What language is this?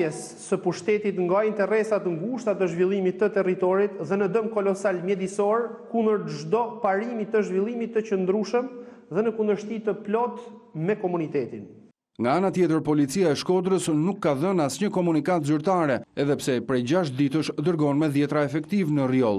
Albanian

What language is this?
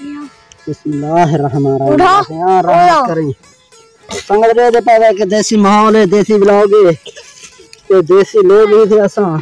Saraiki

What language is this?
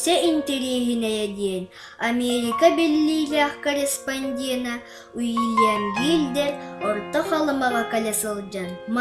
Yakut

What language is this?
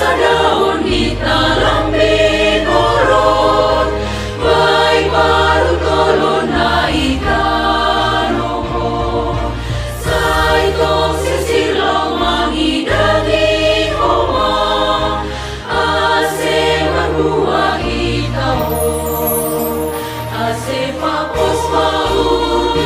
Batak Simalungun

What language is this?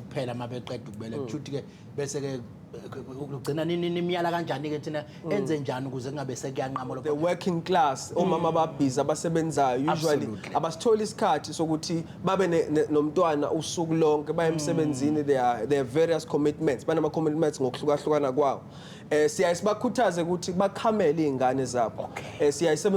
Zulu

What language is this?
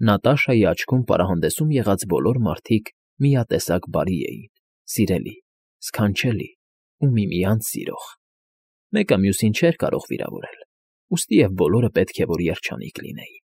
Armenian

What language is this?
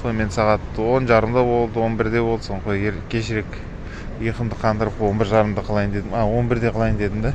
Kazakh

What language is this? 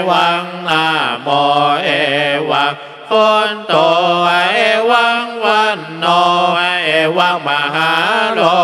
Pali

